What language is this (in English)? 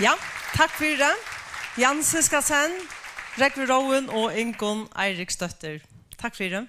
Faroese